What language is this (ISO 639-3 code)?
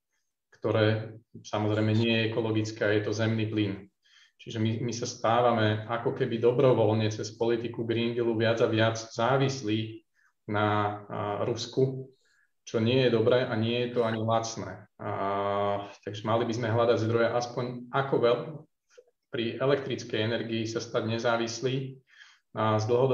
slk